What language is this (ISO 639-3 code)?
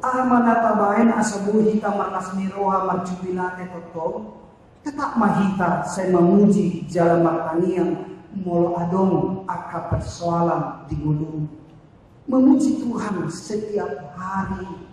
bbc